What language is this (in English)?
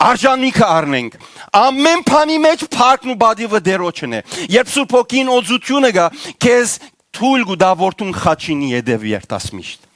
Western Armenian